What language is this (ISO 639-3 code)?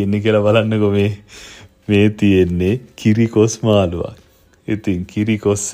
sin